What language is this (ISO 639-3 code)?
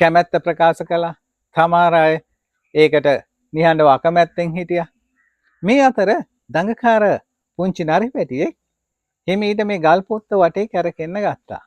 sin